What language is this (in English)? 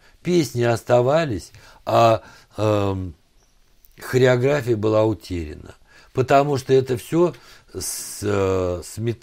Russian